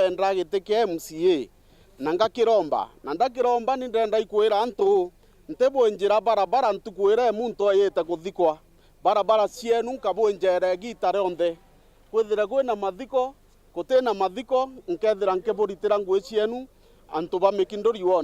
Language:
Meru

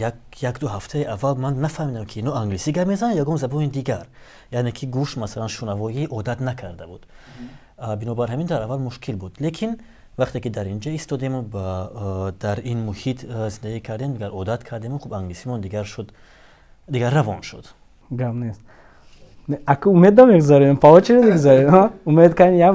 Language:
Tajik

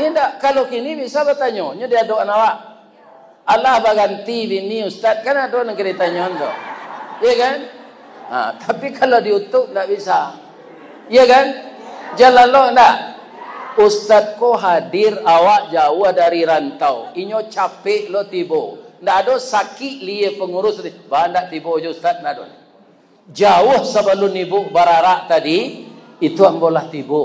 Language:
Minangkabau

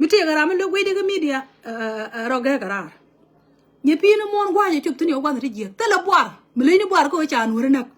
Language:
Nuer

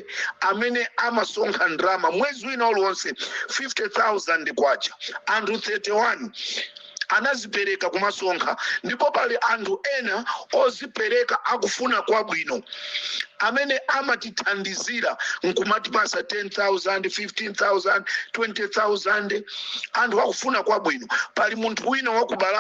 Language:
Nyanja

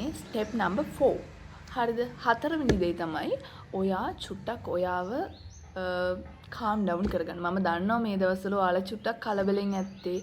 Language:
Sinhala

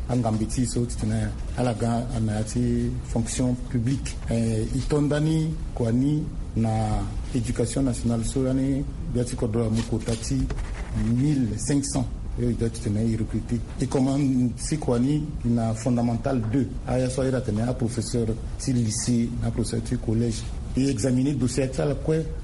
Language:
Sango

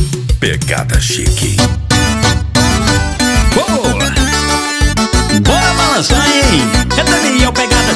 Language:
Portuguese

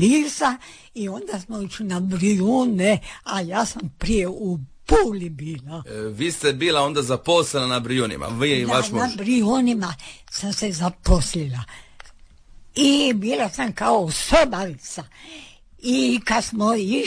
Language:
Croatian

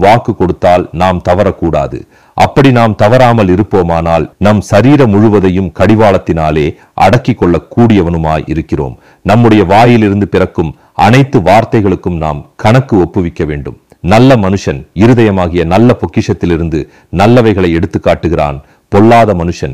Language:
Tamil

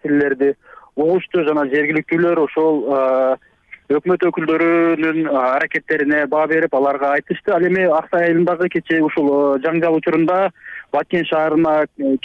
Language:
Kyrgyz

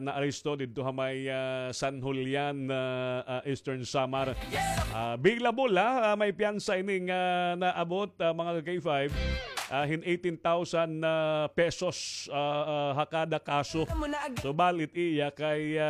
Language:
Waray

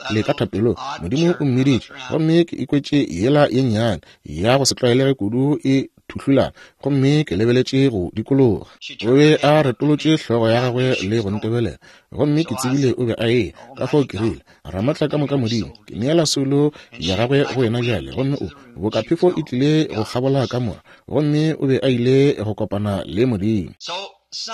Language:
Northern Sotho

